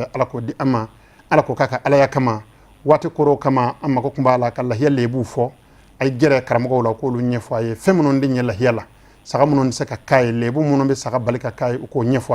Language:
Bambara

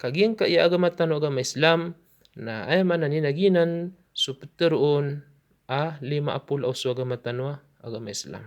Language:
Maranao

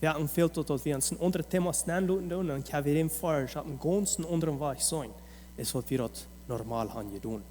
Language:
Plautdietsch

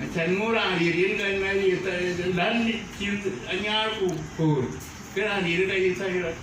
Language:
Dinka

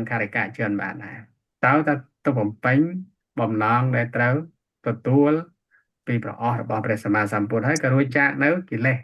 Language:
Khmer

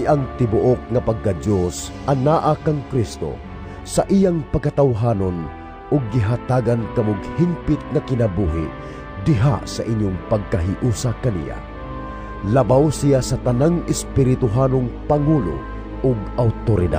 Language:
Cebuano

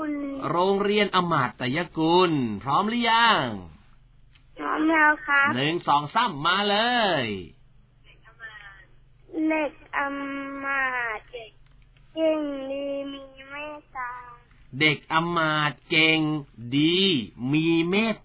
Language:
Thai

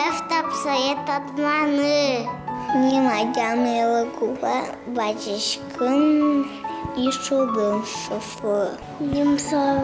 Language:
Udmurt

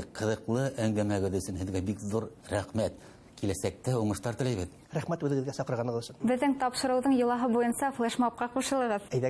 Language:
Bashkir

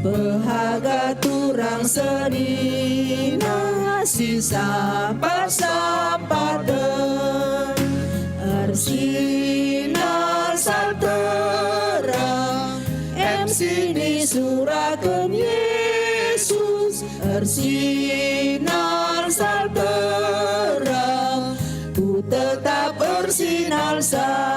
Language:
Batak Karo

